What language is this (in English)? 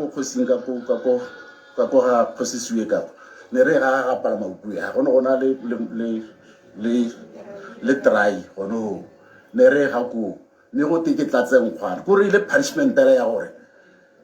Tswana